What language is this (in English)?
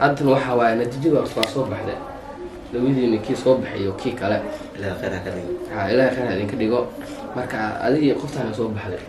Somali